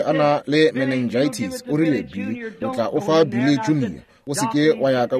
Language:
Northern Sotho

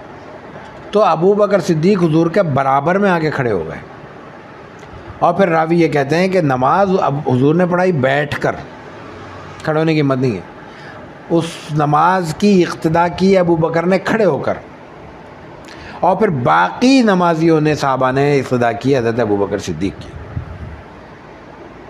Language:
Urdu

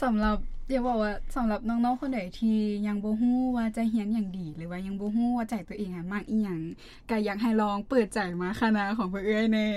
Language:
Lao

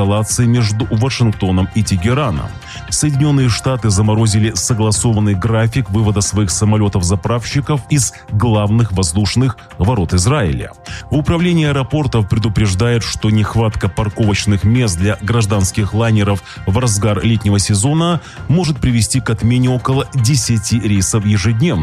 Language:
Russian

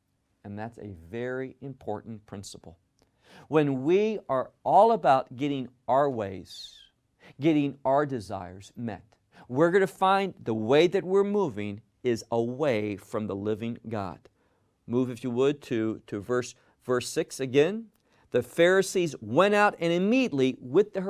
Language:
English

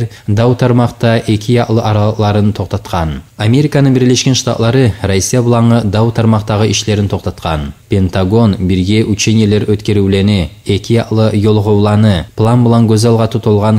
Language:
Kumyk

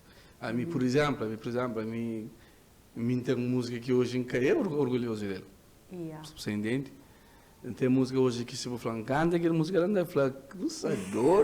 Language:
Kabuverdianu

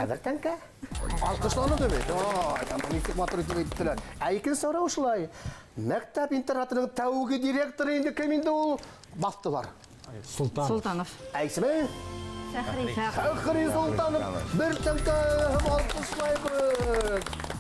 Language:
Bashkir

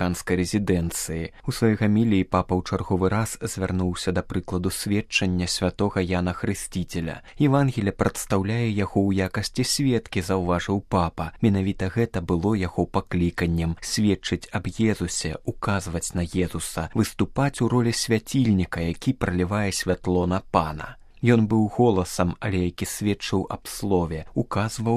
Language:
Belarusian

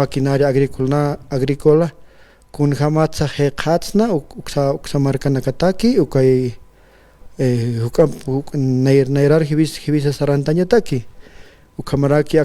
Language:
Aymara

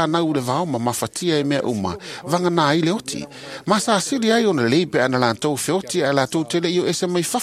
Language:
Samoan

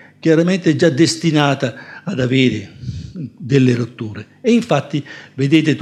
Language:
Italian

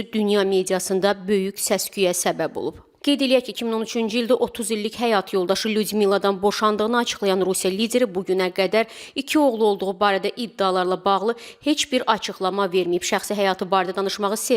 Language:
Azerbaijani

